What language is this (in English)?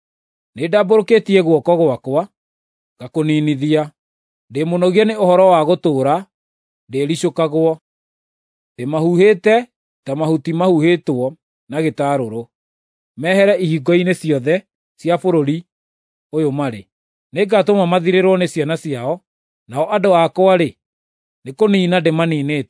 Kikuyu